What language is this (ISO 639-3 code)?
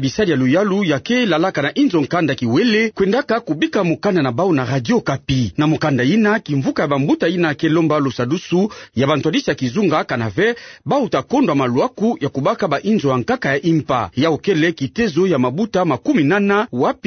ktu